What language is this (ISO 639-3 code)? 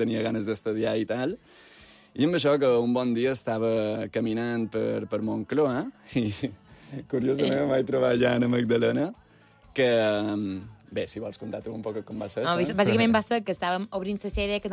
cat